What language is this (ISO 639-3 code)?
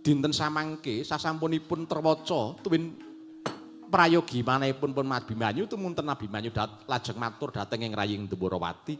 jav